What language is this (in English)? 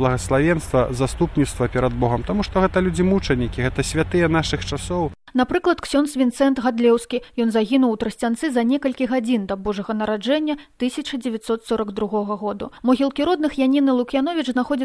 Belarusian